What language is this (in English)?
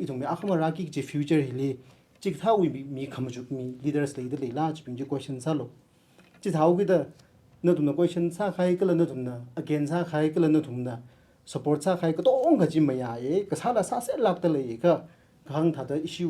Tangkhul Naga (India)